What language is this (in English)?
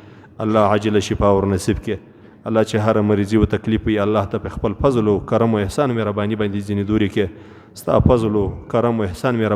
Pashto